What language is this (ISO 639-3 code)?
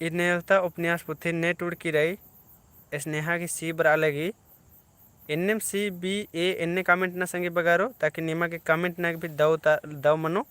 kru